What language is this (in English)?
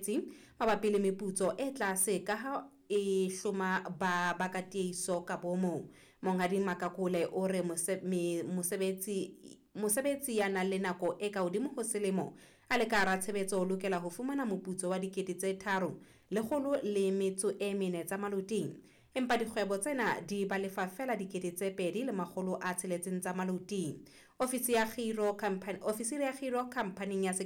Southern Sotho